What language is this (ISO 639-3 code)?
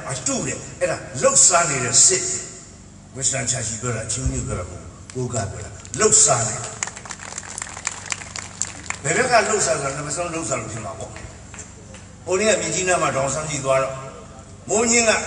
mya